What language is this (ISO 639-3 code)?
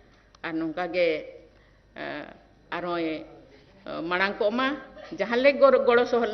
sat